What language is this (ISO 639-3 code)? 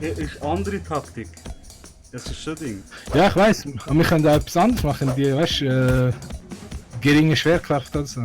gsw